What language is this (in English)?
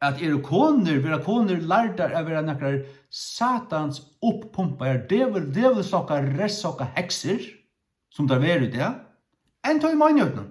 Faroese